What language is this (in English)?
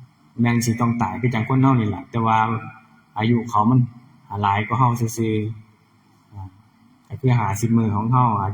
Northeastern Thai